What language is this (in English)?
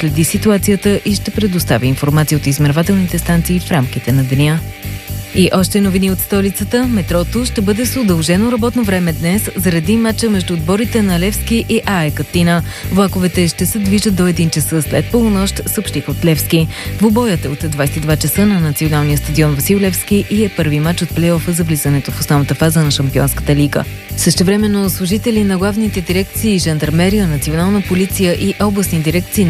Bulgarian